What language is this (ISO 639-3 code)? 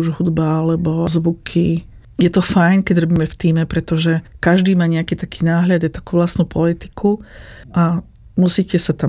slk